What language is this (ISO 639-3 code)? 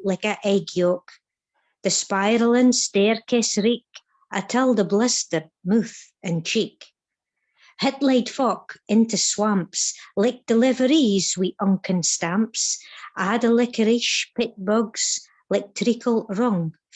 sco